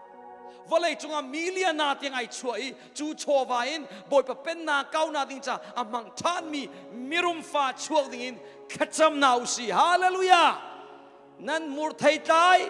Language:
Hakha Chin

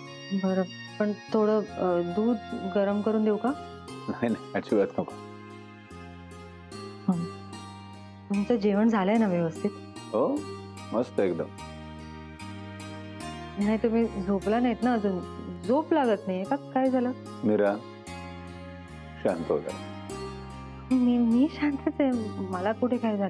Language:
Marathi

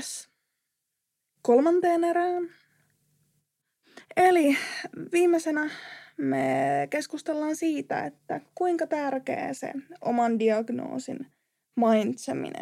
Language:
Finnish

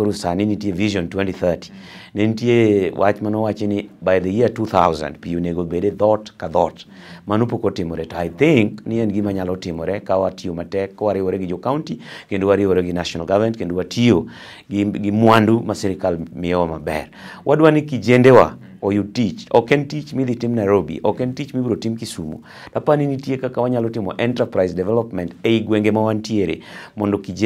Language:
Luo (Kenya and Tanzania)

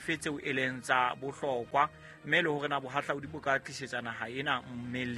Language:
Southern Sotho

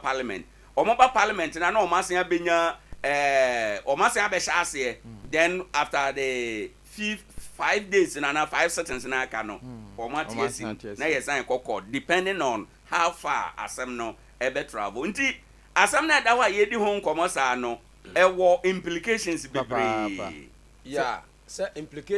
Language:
Akan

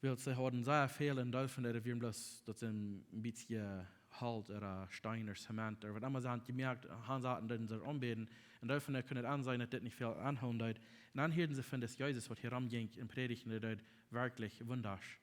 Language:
Plautdietsch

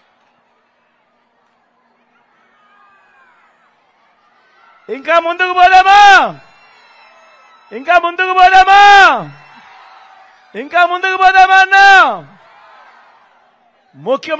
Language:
Telugu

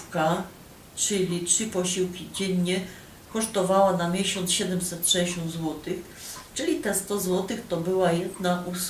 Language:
Silesian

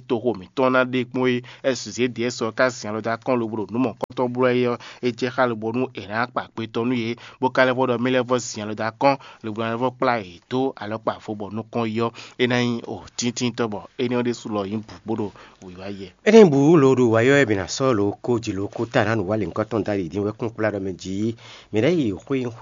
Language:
Fon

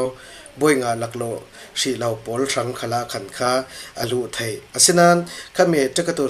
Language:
Falam Chin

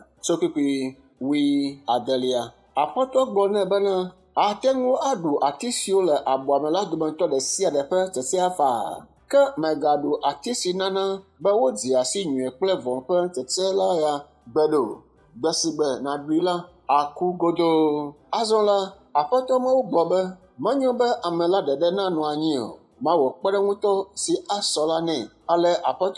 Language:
Ewe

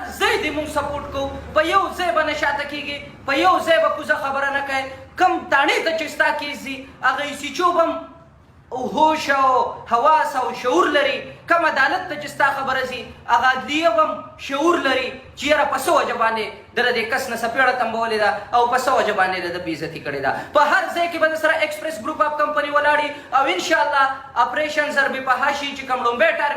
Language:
Pashto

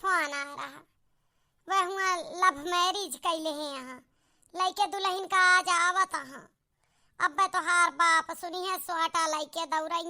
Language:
Awadhi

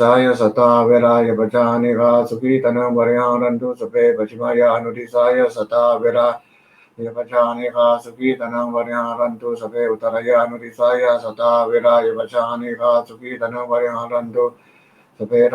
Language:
Pali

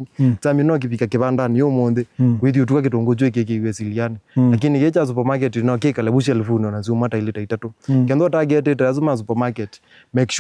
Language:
Kamba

